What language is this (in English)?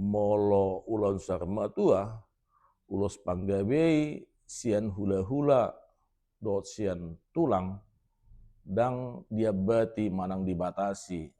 Batak Toba